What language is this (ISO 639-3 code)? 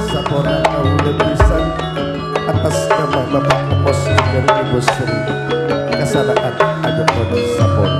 mad